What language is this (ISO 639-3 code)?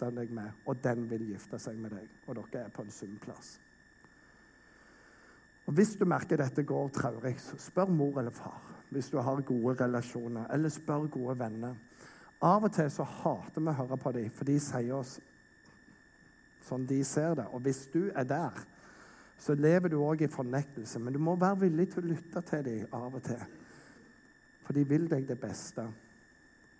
nor